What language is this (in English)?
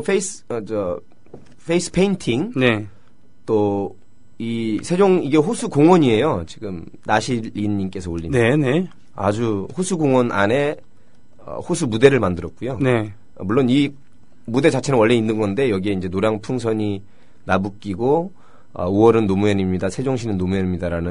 Korean